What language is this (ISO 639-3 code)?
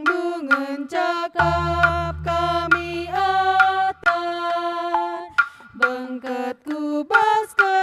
btx